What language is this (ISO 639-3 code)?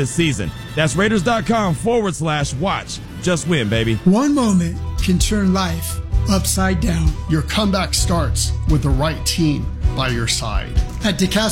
eng